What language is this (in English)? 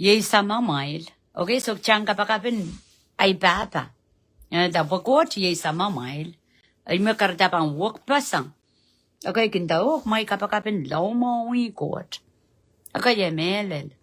Pohnpeian